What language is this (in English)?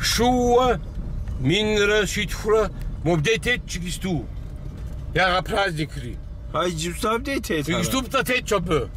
Kabardian